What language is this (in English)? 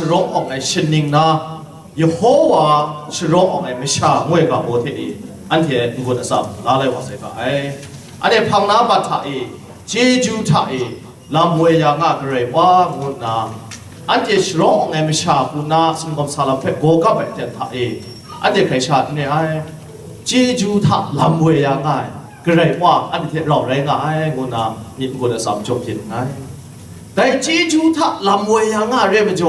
Kachin